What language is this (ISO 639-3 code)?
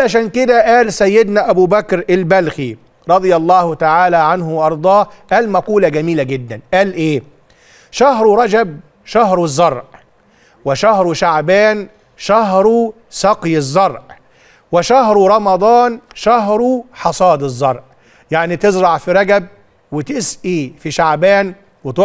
arz